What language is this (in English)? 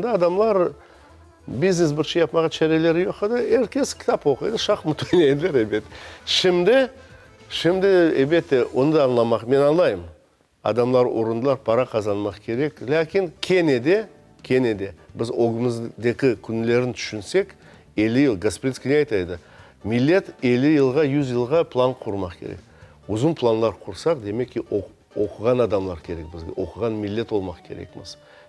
Crimean Tatar